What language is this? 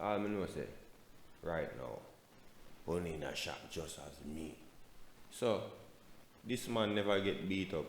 Jamaican Creole English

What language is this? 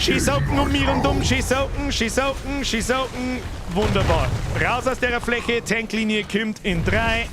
Bavarian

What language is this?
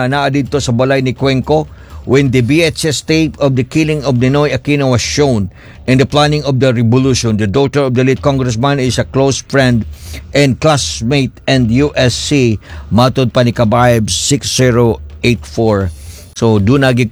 Cebuano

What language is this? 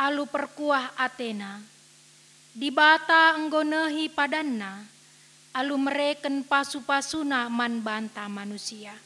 Batak Karo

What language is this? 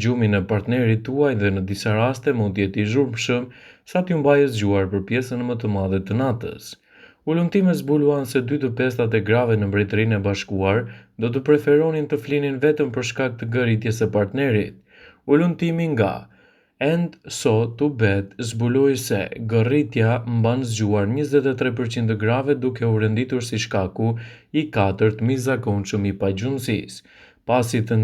Albanian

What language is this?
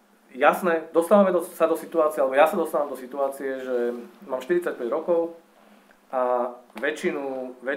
Slovak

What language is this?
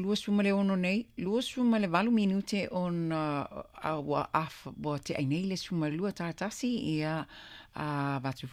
Samoan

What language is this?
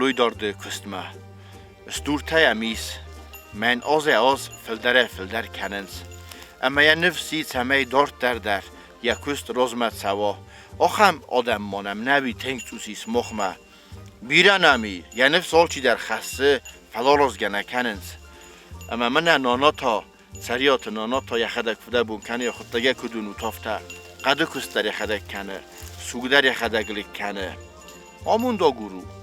Ossetic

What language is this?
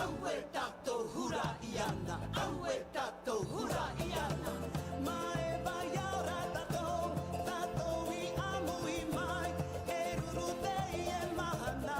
Tahitian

